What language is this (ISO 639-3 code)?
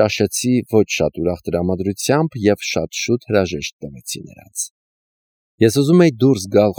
hye